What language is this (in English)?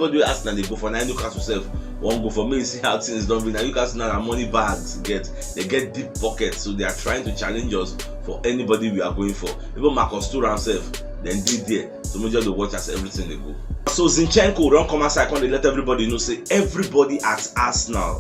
Nigerian Pidgin